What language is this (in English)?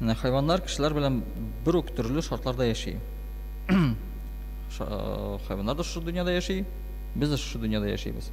Tatar